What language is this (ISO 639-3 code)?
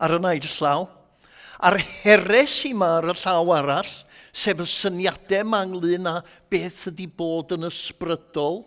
cym